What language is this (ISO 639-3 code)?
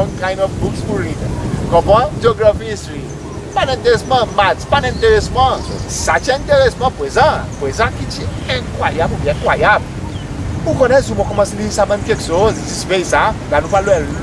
crs